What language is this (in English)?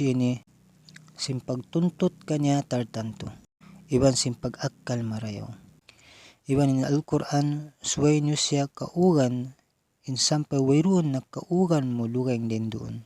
Tausug